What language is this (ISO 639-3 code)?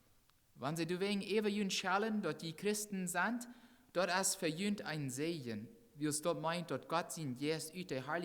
pdt